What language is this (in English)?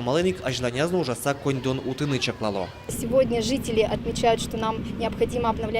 Udmurt